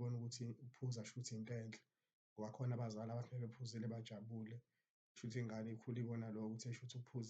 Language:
Zulu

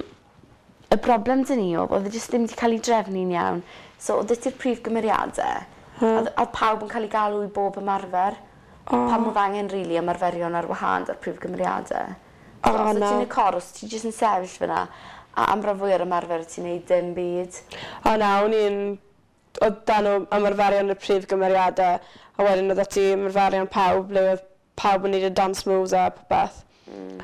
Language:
Welsh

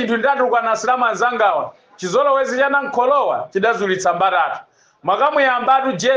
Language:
Nyanja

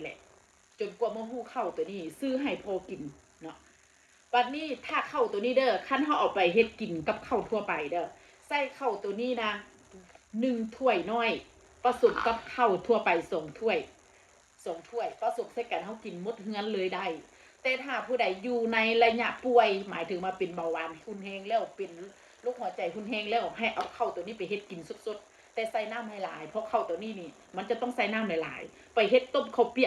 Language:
Northeastern Thai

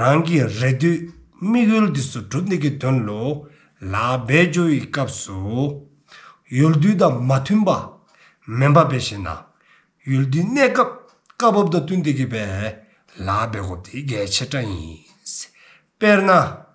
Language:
Dzongkha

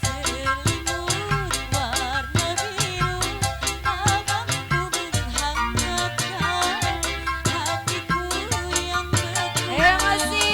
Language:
Betawi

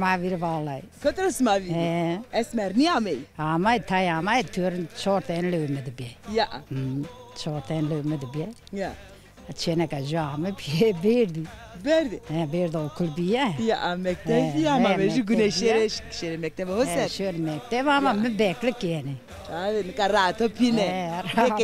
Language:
Zaza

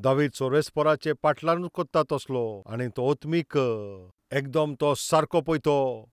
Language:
Konkani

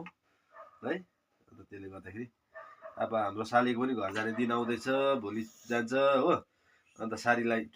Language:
Nepali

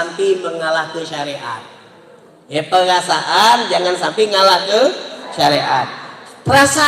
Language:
Musi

